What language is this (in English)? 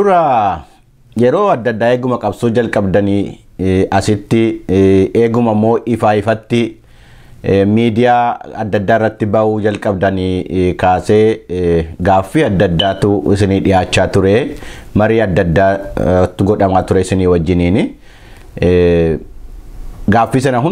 Oromo